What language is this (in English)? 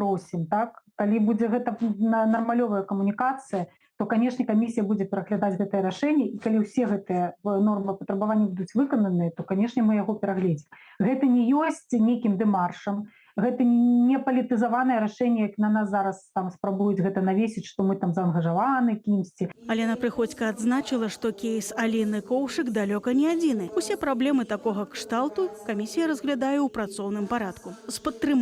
Belarusian